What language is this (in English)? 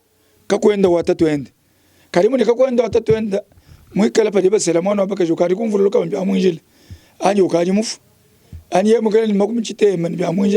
Luba-Lulua